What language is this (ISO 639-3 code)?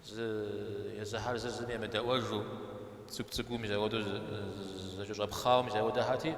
kbd